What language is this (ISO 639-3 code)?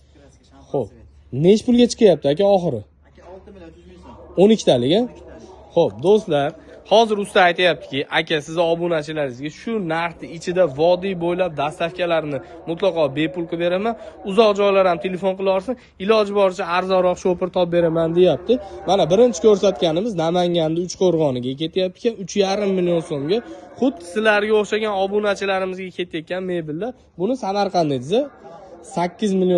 uzb